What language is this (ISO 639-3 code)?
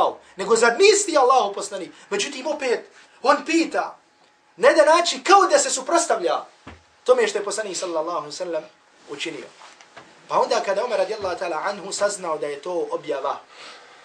bos